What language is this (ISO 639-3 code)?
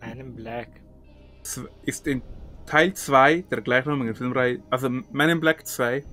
gsw